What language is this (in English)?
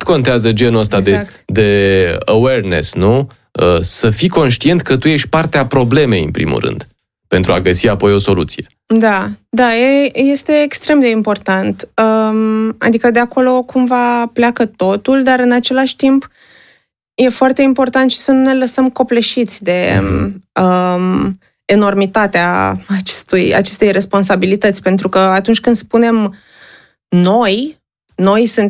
Romanian